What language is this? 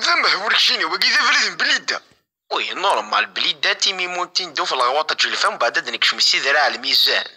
Kabyle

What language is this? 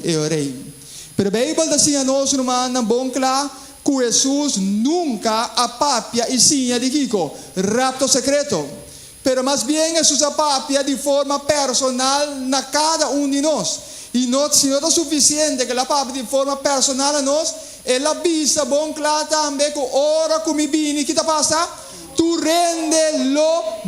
Papiamento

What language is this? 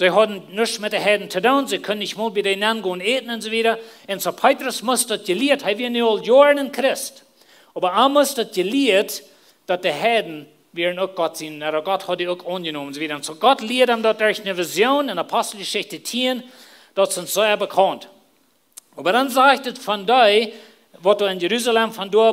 Plautdietsch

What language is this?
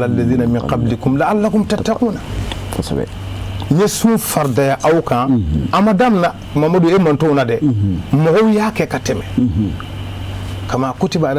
Bambara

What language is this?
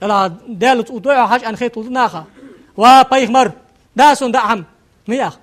Ingush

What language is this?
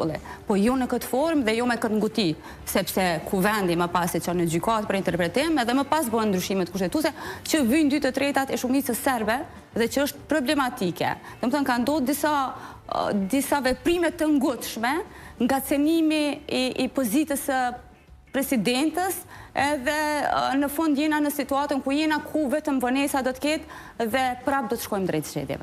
Albanian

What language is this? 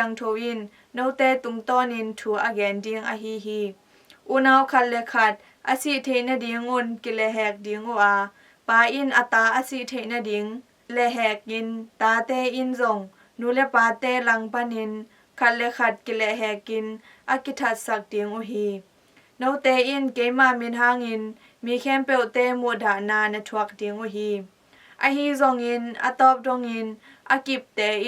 Tedim Chin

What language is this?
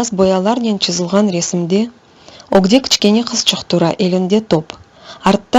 Crimean Tatar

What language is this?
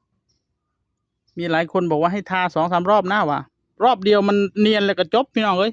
Northeastern Thai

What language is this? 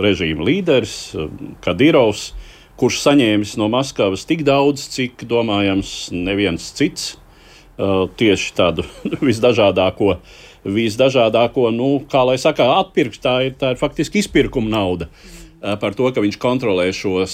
Latvian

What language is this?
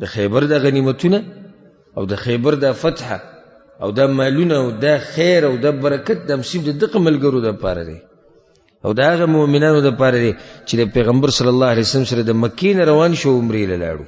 Pashto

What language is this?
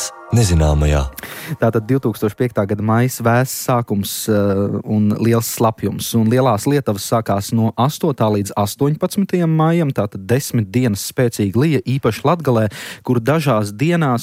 Latvian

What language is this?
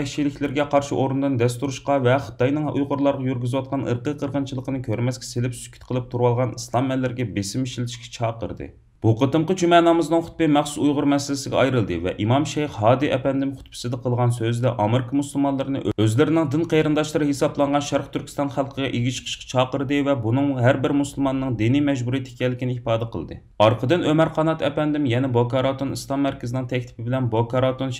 Uyghur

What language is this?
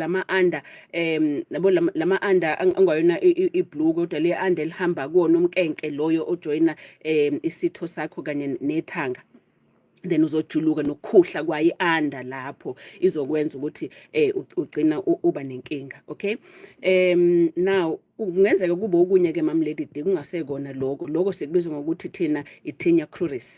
Zulu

